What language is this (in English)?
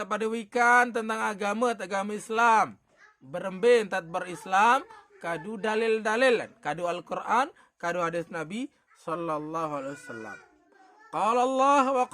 Sasak